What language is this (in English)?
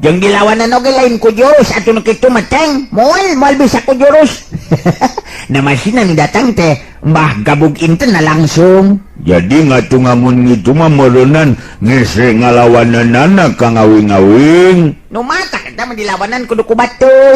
Sundanese